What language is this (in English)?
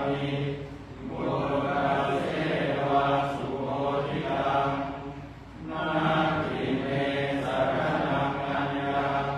Pali